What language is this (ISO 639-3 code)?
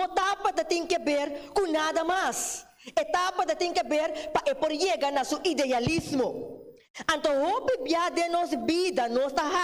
pap